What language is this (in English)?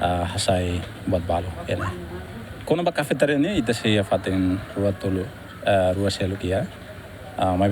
Tetum